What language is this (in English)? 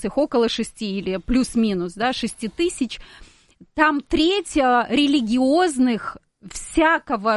Russian